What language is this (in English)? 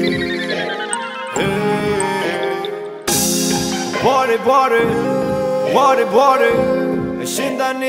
Burmese